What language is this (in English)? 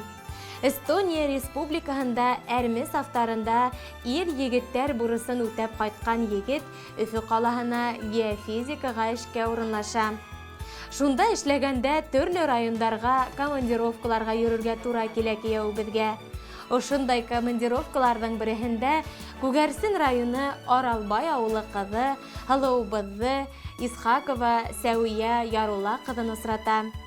Bashkir